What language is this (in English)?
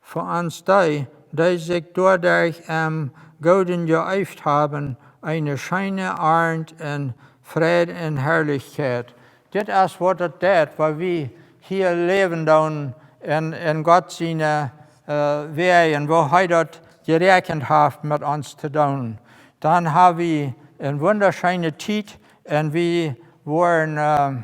Plautdietsch